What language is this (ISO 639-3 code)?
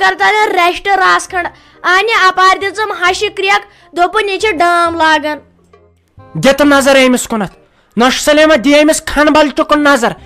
kas